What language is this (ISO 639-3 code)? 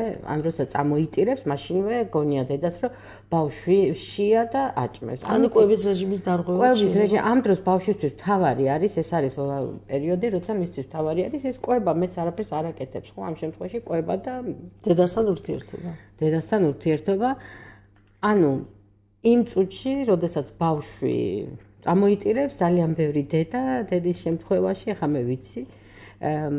kat